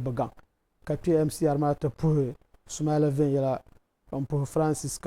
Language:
Dagbani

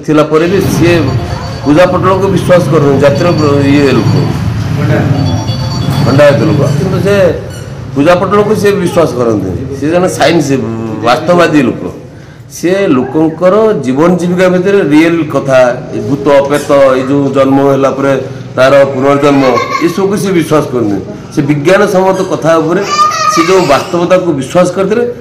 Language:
Odia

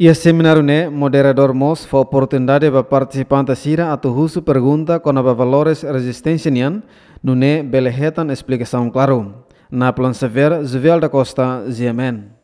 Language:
Tetum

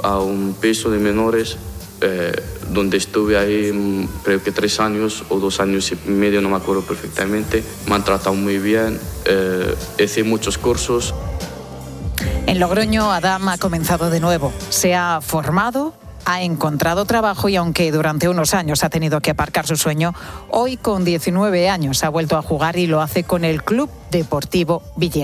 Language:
Spanish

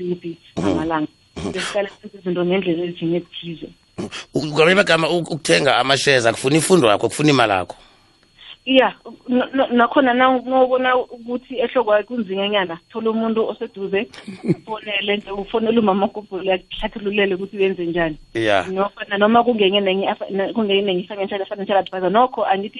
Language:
South Ndebele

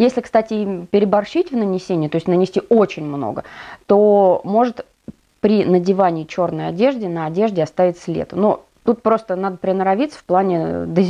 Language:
Russian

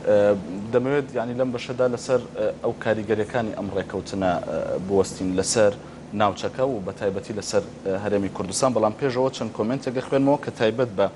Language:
Central Kurdish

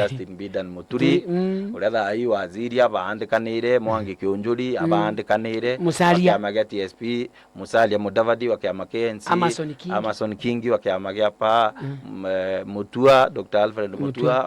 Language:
Meru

